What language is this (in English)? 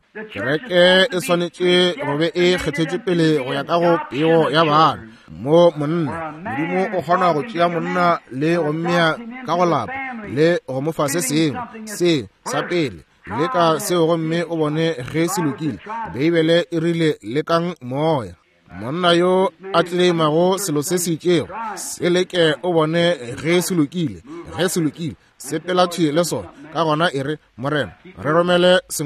Northern Sotho